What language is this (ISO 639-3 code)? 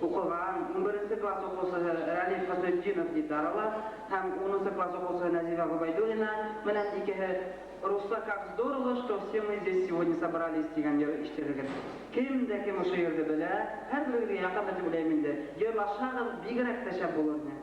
bak